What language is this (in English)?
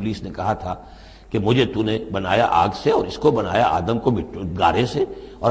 Urdu